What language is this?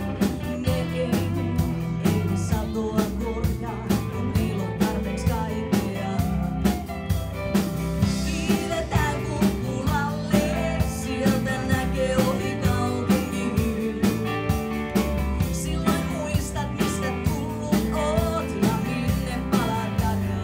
Finnish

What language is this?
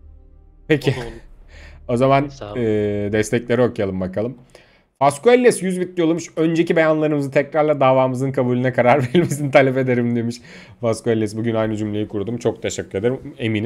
Turkish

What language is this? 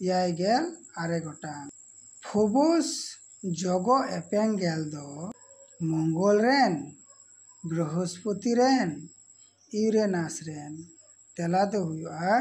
Santali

